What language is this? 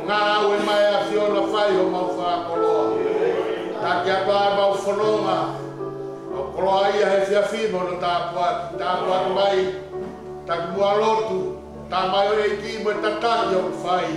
Tongan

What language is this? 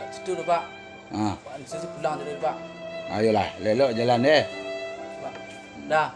Minangkabau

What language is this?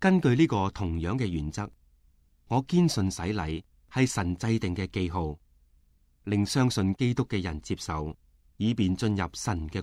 Cantonese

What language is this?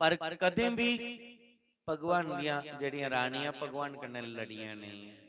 Dogri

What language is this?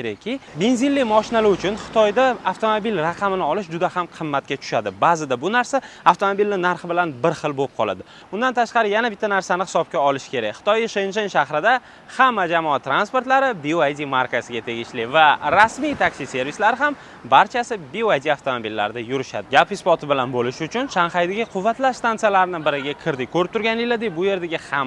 Uzbek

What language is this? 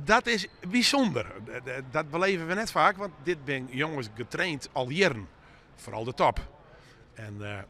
Western Frisian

